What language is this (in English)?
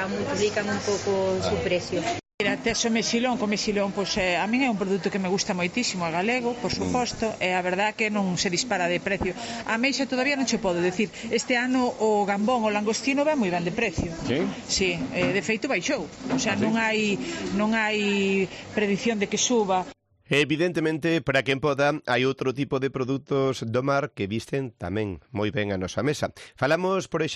Galician